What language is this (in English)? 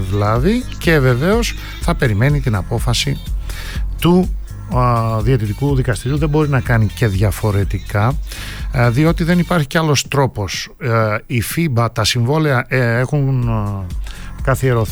Greek